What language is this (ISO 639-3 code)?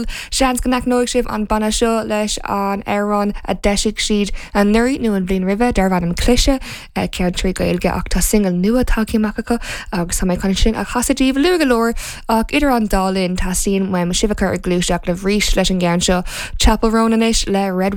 gle